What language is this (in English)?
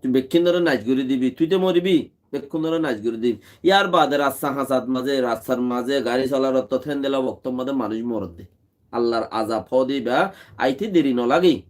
Rohingya